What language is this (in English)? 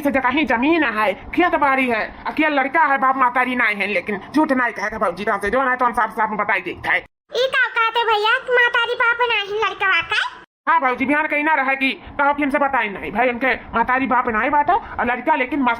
Awadhi